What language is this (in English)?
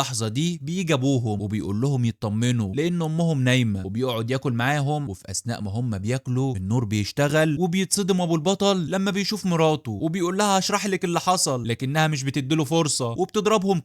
Egyptian Arabic